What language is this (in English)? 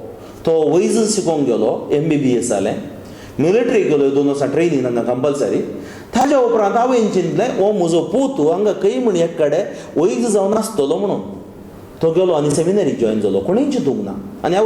Konkani